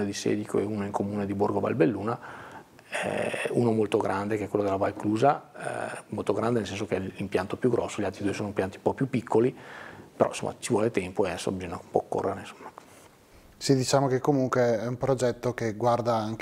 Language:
Italian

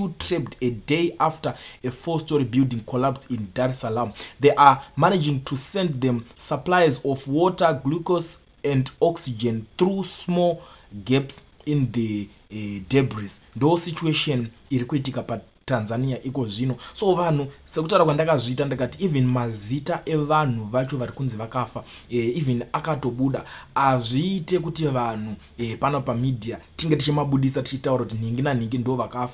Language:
Shona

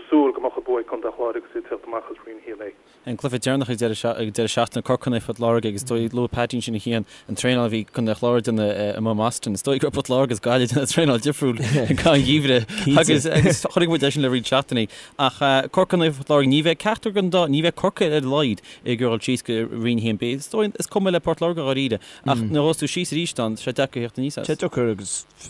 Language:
Irish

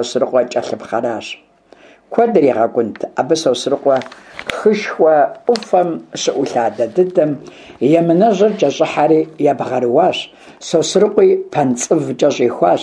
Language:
Kabardian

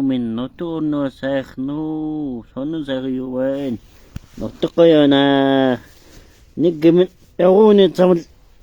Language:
Mongolian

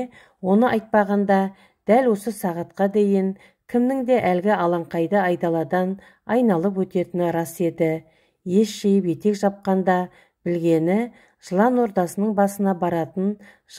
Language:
Kazakh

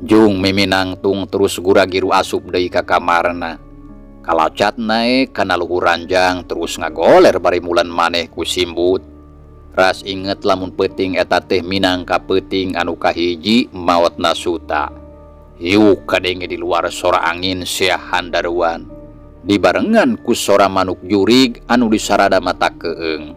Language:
Sundanese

